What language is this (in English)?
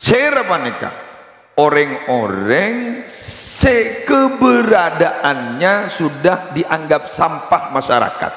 Madurese